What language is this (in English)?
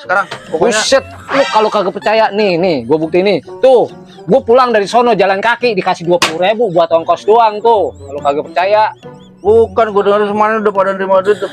Betawi